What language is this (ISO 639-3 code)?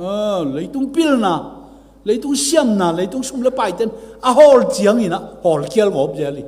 ctd